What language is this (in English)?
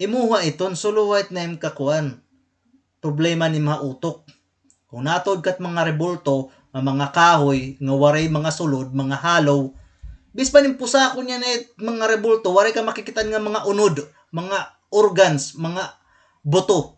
Waray